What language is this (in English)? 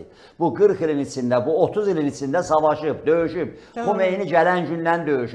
Azerbaijani